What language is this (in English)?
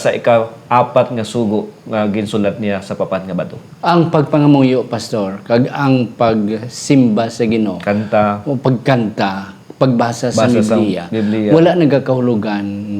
Hiligaynon